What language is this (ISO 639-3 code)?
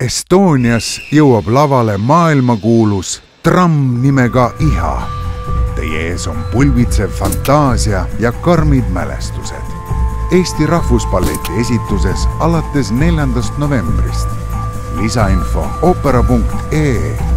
est